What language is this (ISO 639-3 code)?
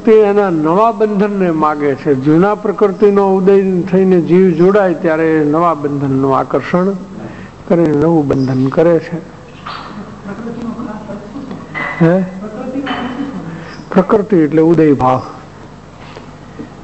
guj